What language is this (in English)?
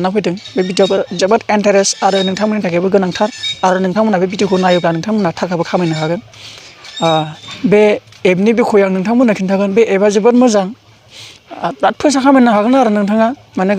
Bodo